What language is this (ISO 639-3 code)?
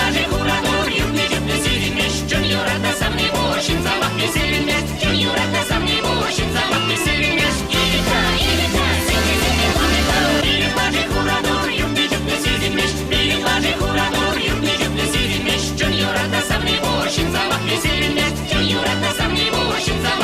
chv